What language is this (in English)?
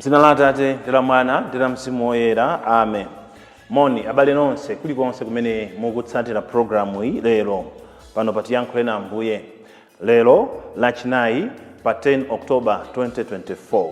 Nyanja